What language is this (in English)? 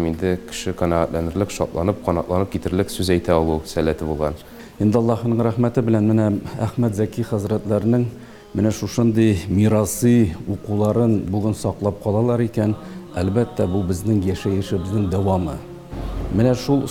Tatar